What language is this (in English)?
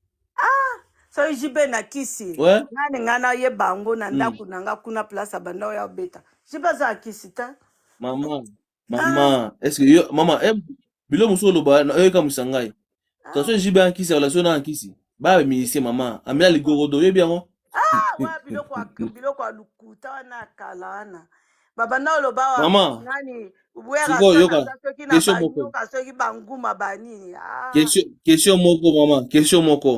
Lingala